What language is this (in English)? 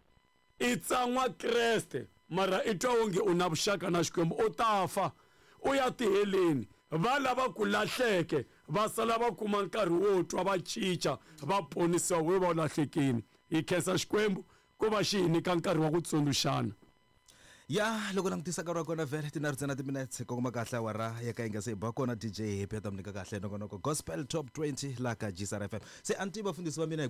Tsonga